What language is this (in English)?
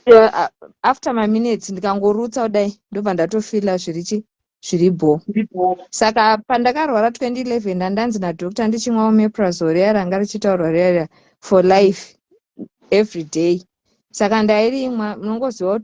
Shona